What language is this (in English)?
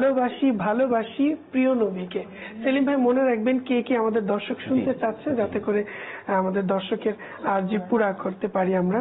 Bangla